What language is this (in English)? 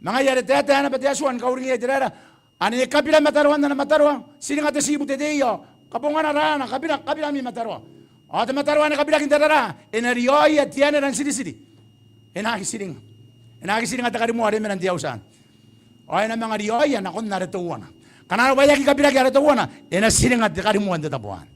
Gilbertese